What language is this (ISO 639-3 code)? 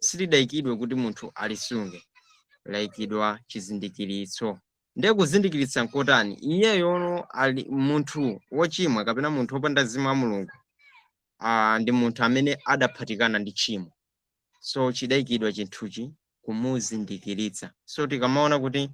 nya